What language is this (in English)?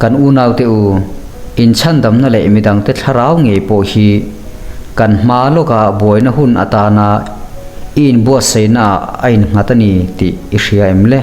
Mizo